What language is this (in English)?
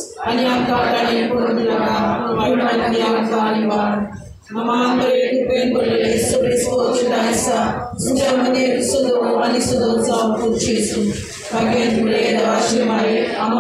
Konkani